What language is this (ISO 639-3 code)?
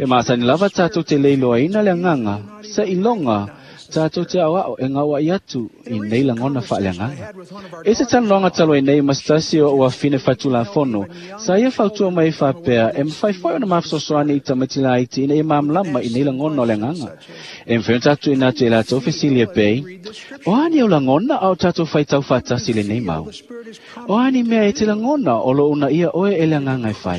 smo